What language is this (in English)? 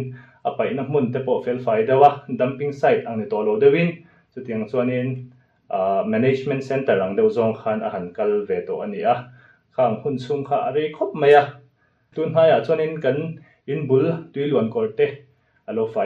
Mizo